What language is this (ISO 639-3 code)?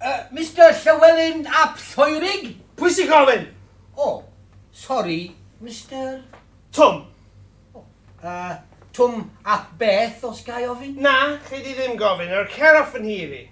cym